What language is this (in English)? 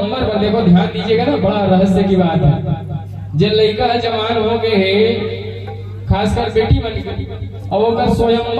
Chhattisgarhi